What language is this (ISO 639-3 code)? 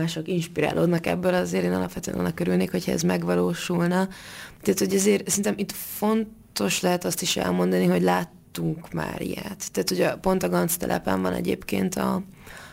hun